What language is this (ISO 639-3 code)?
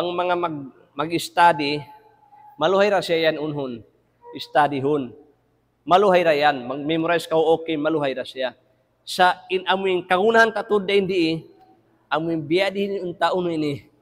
tsg